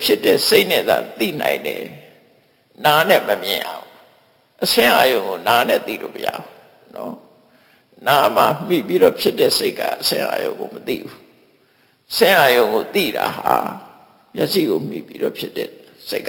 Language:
Burmese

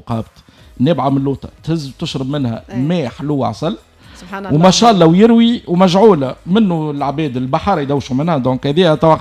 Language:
Tunisian Arabic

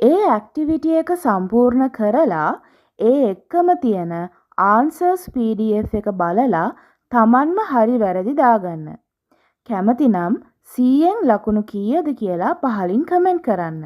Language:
Sinhala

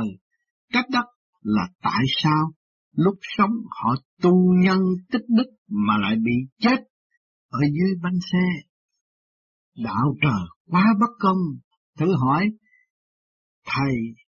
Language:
Vietnamese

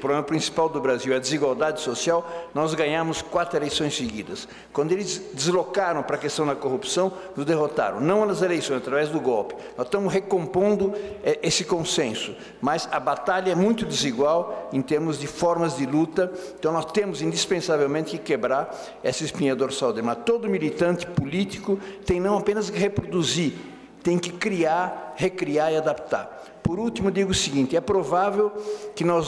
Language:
Portuguese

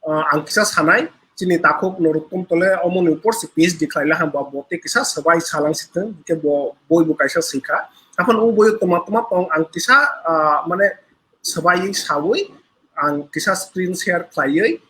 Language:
Kok Borok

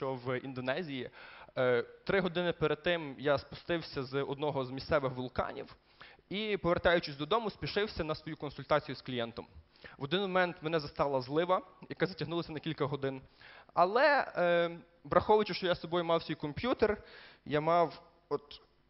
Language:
Ukrainian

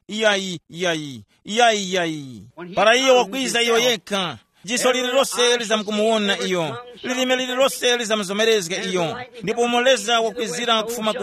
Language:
Tumbuka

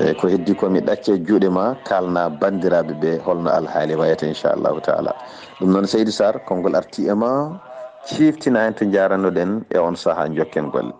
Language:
Fula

